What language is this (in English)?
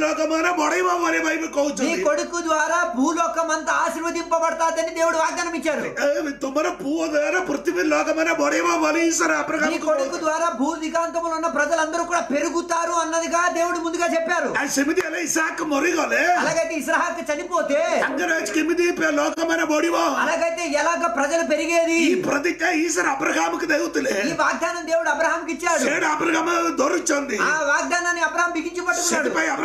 Telugu